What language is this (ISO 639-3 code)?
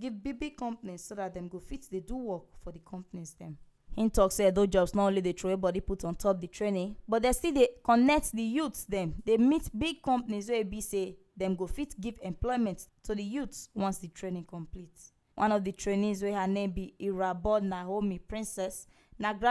pcm